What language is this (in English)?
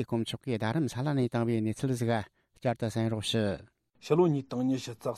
Tibetan